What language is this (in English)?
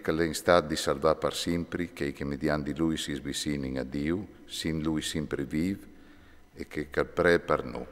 Friulian